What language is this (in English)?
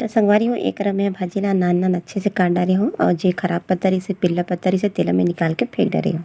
Chhattisgarhi